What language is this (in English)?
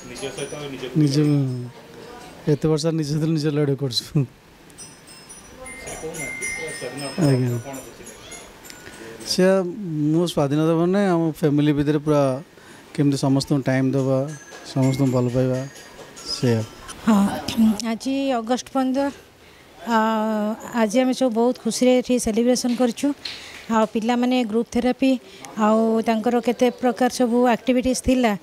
Odia